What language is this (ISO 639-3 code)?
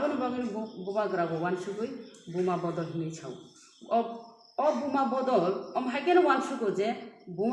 trp